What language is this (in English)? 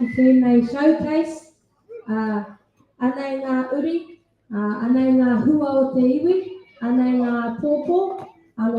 Māori